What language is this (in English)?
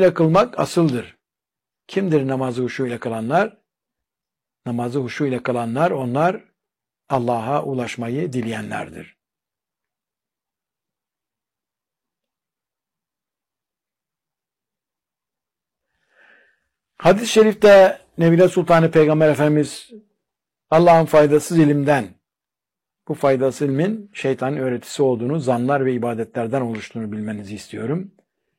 Turkish